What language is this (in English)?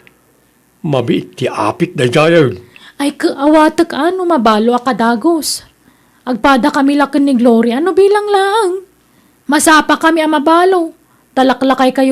Iloko